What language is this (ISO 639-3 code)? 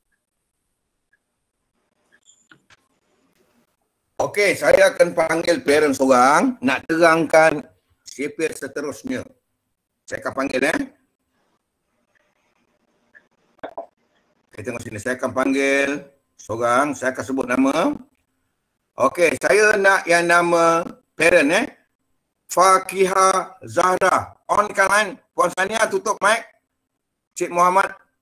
msa